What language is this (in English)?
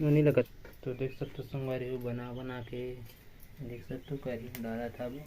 Chhattisgarhi